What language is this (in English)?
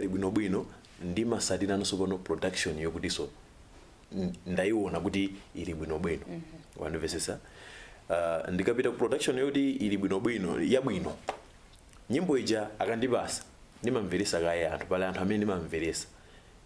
Nyanja